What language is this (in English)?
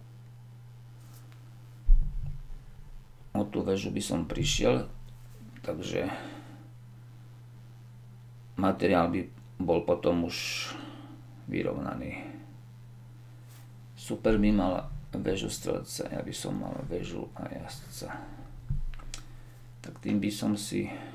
Slovak